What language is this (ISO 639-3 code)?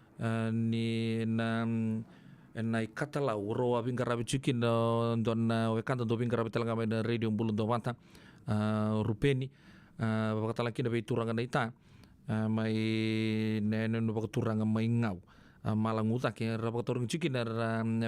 fij